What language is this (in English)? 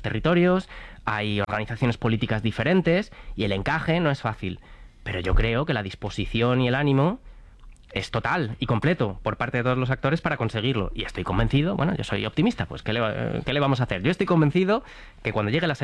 Spanish